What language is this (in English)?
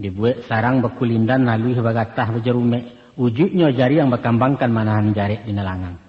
Minangkabau